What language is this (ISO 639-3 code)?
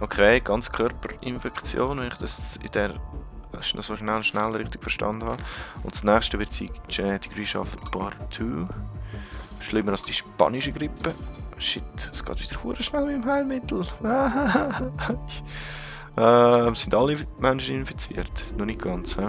gsw